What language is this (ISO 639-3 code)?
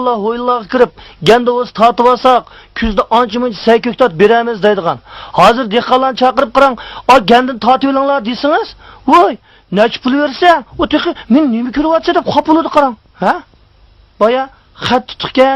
uig